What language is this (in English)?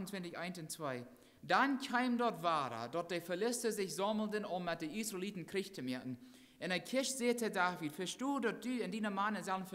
Plautdietsch